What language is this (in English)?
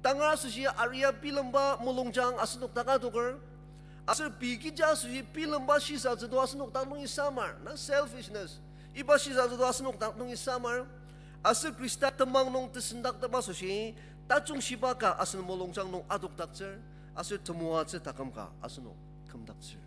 Ao Naga